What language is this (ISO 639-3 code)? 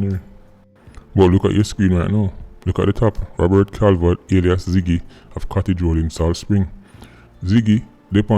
jam